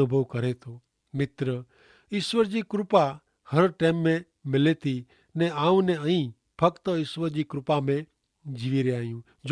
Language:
Kachhi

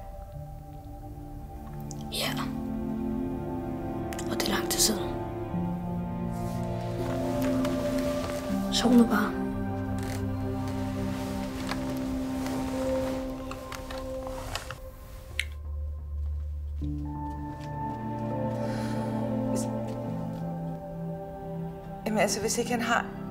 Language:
Danish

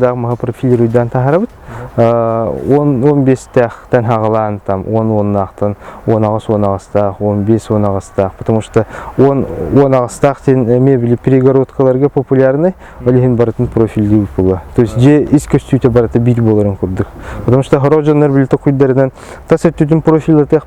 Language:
Yakut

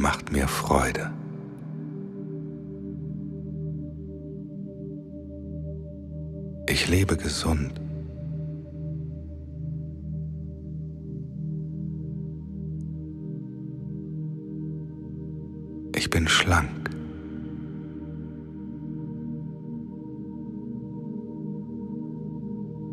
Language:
German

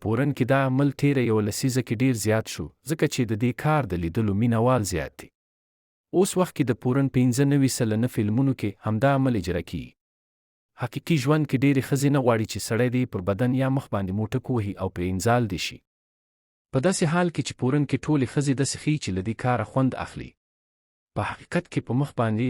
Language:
Pashto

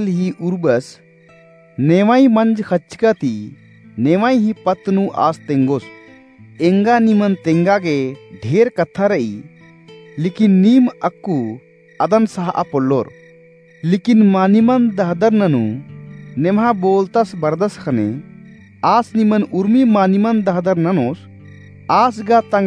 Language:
Kurukh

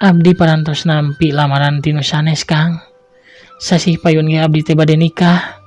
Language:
Sundanese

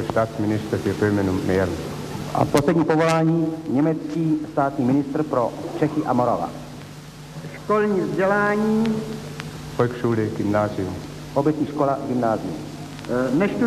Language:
Czech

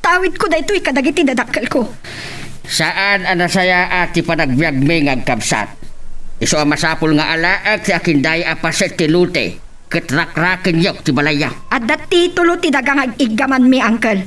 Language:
Iloko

